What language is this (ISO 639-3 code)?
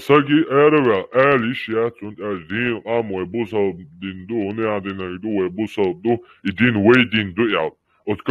che